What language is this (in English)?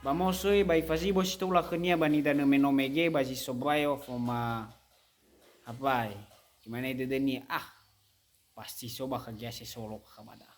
Nias